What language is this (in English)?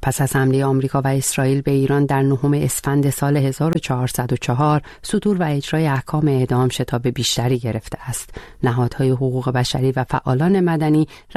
Persian